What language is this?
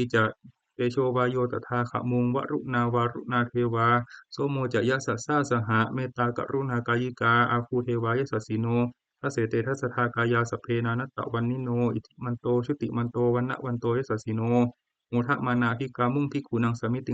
Pali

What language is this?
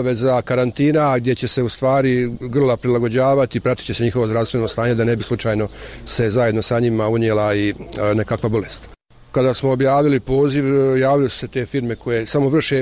Bosnian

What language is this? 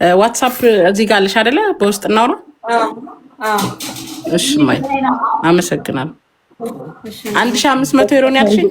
Amharic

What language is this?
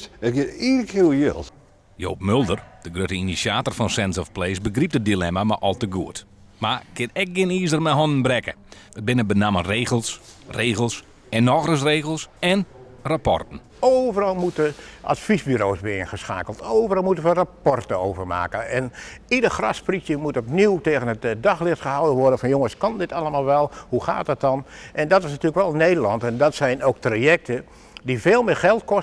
Western Frisian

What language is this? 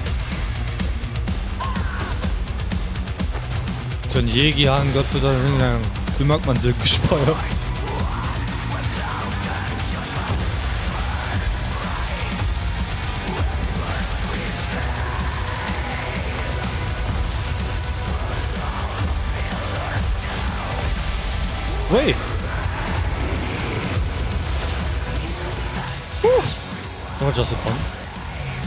Korean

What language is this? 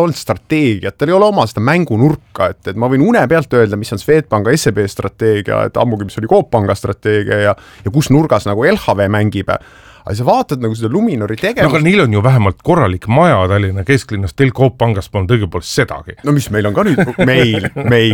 Estonian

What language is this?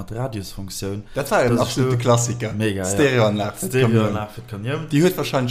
Luxembourgish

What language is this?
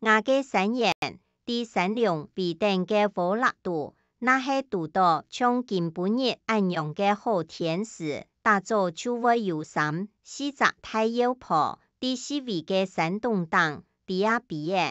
Hakka Chinese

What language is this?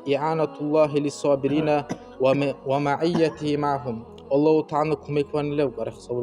Dargwa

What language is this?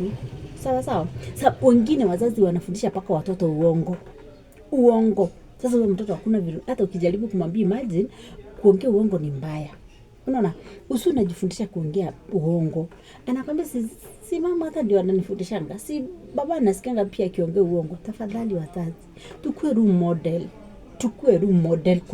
Swahili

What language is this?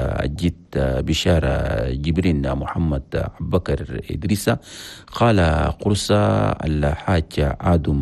Chadian Arabic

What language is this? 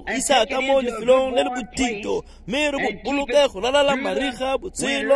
Tswana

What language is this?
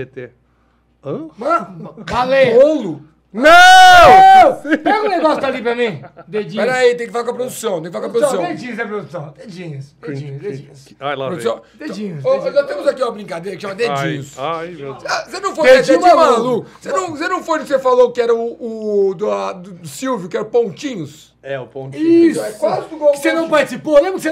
Portuguese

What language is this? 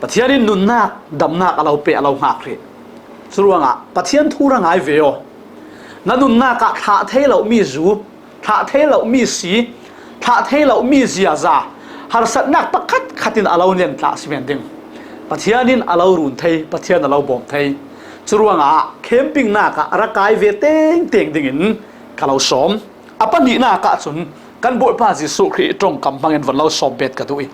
Falam Chin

